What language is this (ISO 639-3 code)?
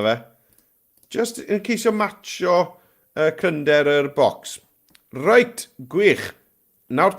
cym